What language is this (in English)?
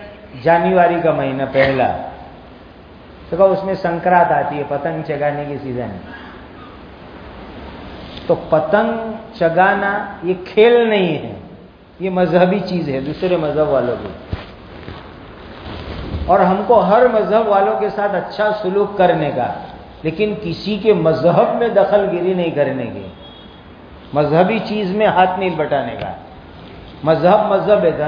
Urdu